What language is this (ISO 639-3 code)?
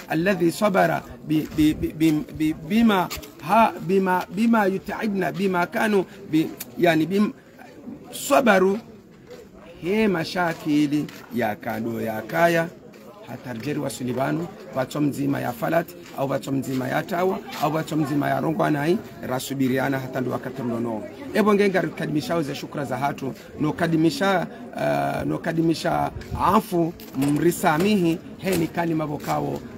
swa